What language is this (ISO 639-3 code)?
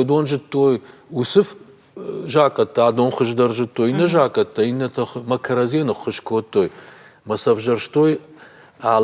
oss